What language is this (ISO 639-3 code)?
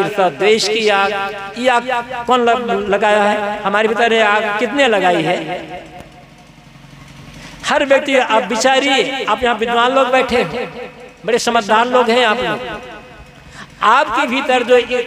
hin